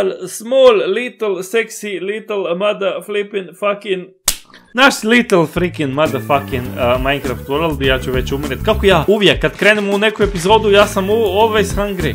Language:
Croatian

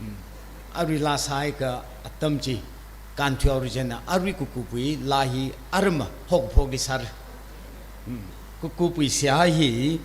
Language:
Tangkhul Naga (India)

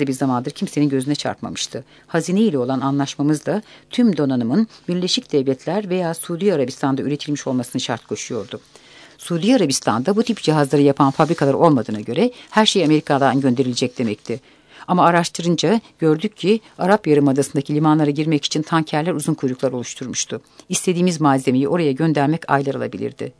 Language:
Turkish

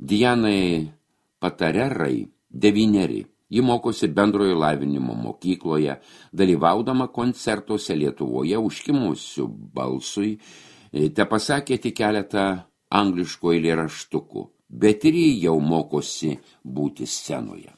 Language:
Lithuanian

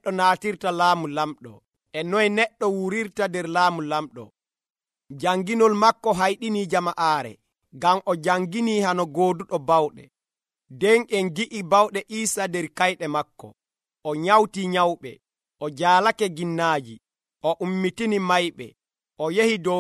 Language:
Nigerian Fulfulde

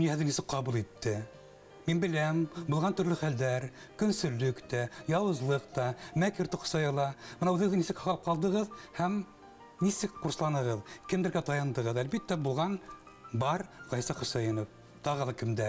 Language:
Bashkir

